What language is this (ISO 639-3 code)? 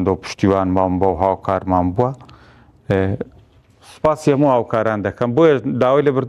ckb